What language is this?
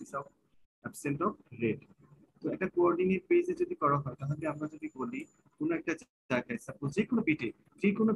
Bangla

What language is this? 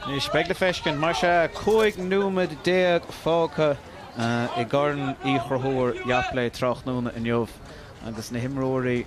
Irish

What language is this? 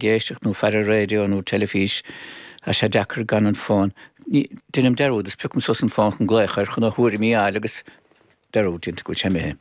Irish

